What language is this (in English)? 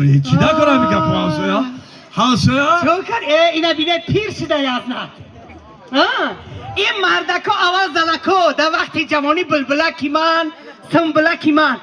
Tajik